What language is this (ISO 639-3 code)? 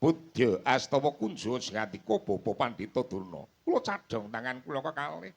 jav